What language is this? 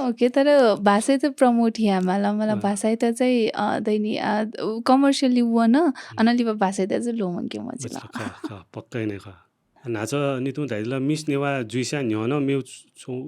Newari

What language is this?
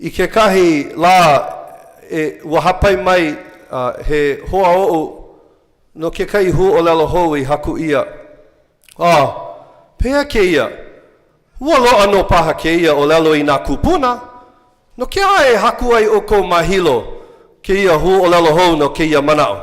Hawaiian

